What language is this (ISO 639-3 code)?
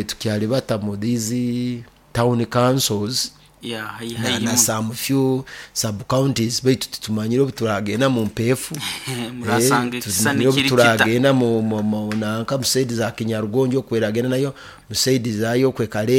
nyo